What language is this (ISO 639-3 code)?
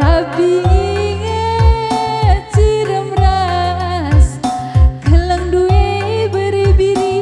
btx